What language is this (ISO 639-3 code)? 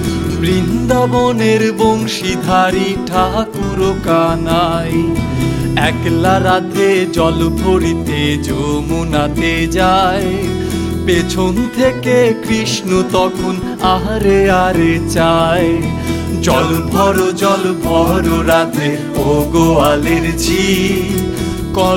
ben